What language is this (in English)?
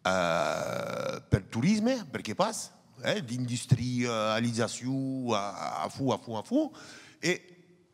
Occitan